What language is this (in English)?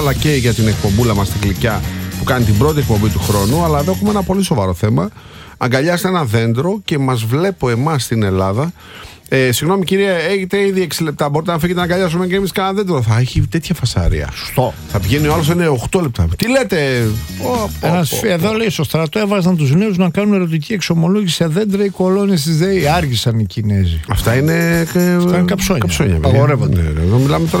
Greek